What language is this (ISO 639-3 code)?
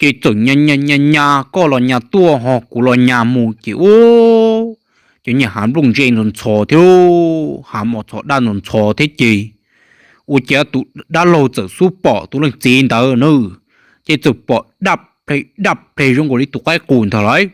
hmn